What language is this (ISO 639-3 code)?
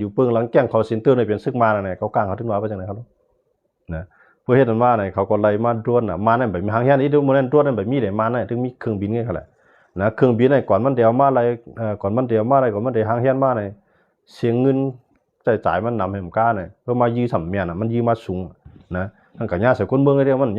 shn